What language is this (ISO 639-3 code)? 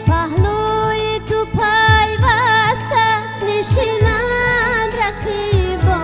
tgk